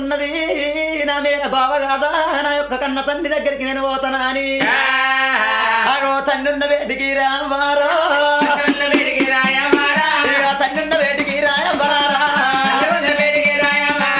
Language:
Telugu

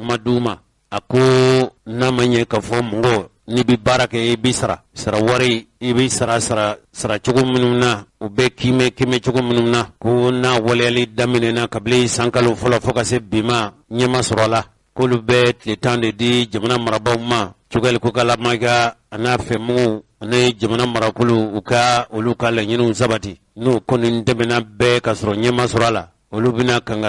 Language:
Bambara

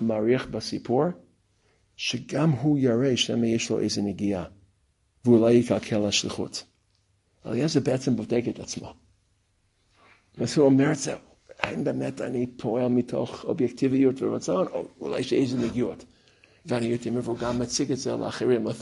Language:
Hebrew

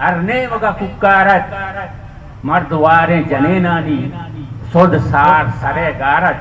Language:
Eastern Balochi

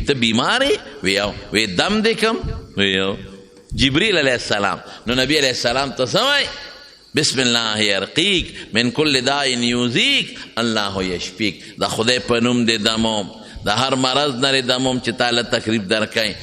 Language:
Pashto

